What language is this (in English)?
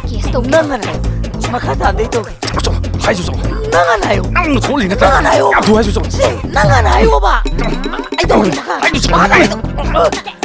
Manipuri